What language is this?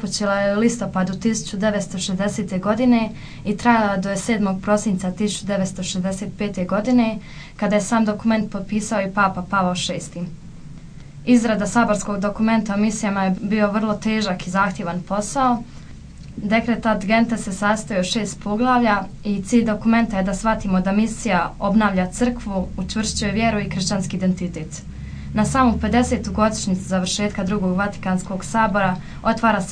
Croatian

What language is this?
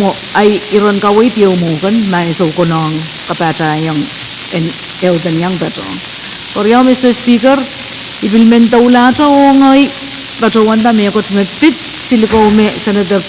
Pohnpeian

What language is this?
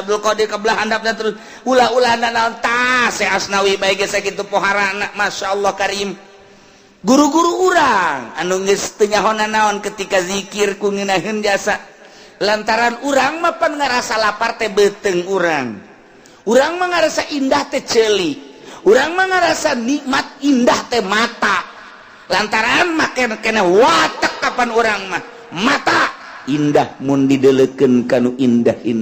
Sundanese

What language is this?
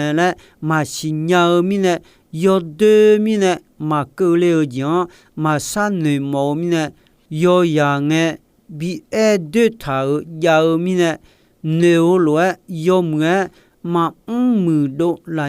Akha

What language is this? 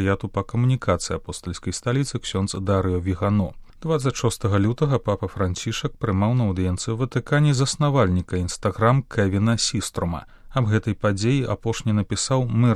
Belarusian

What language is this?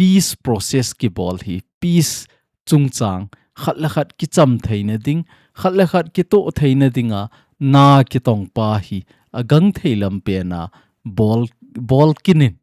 Thado Chin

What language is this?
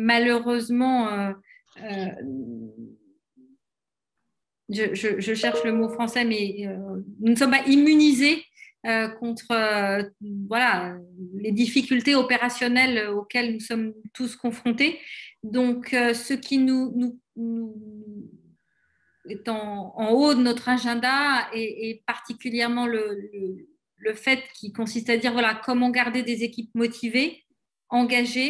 French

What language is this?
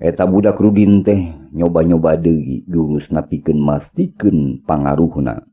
Sundanese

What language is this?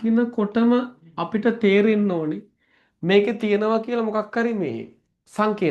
Sinhala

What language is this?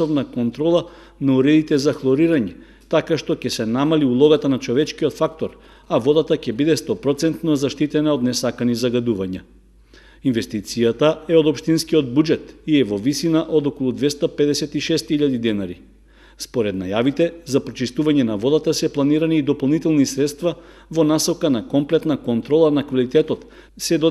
Macedonian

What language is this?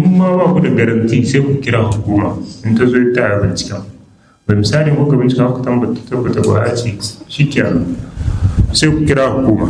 Hausa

